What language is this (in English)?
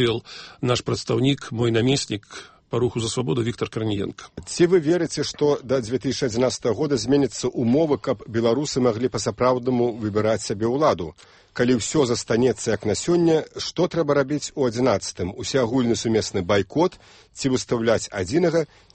Belarusian